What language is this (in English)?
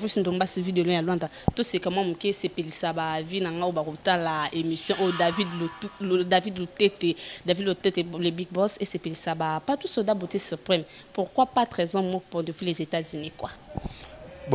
Lingala